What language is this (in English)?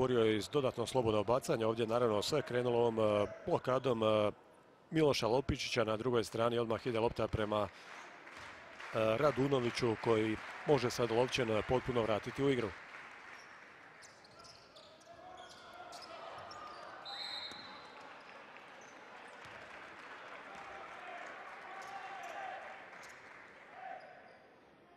Croatian